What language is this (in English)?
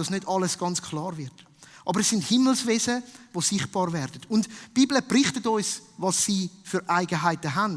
Swiss German